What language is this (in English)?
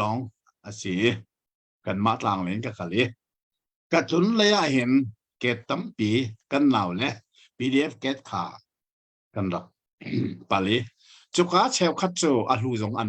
Hakha Chin